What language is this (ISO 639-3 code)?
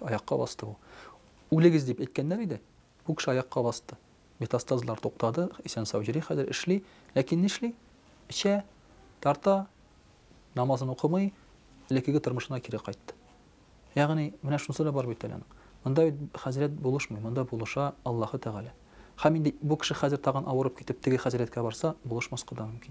tat